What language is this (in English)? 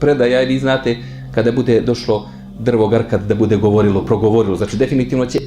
Bosnian